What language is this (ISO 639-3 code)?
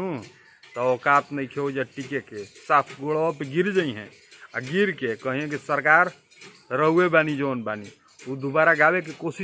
bho